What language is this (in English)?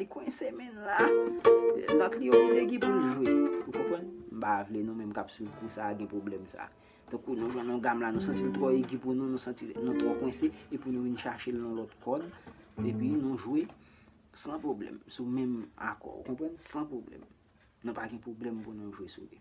Haitian Creole